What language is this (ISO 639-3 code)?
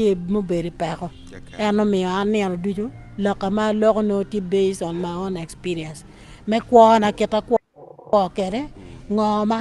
ach